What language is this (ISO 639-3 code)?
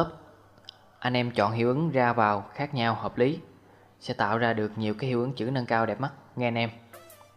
vie